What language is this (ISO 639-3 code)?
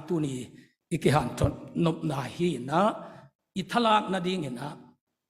ctd